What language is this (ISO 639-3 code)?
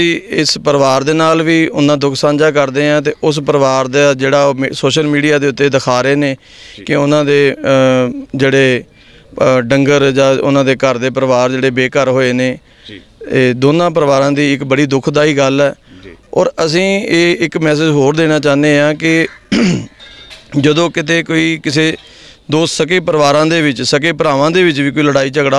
pan